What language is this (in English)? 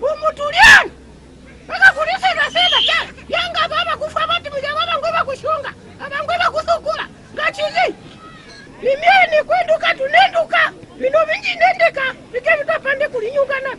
Mbunda